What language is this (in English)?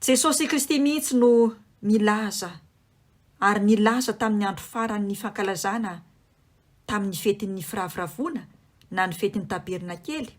Malagasy